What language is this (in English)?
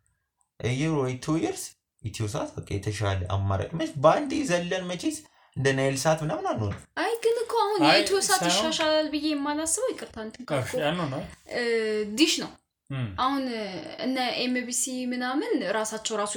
Amharic